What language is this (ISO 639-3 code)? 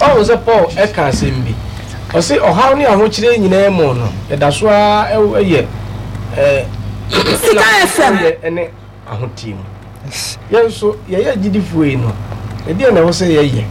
aka